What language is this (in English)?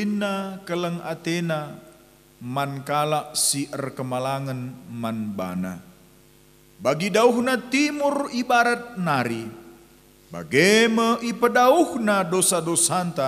Batak Karo